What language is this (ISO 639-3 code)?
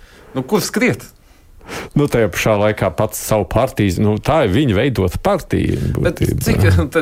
lav